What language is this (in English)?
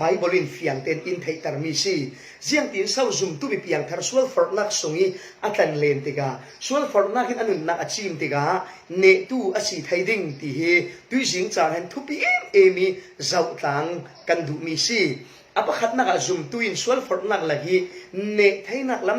Falam Chin